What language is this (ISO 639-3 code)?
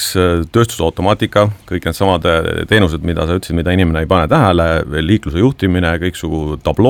est